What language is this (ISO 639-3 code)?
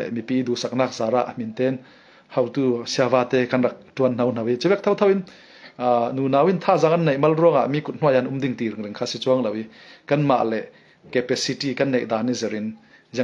cfm